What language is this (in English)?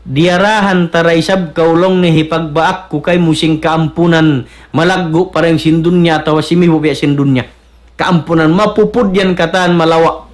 Tausug